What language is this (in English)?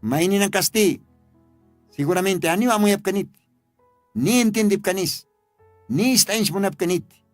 Aymara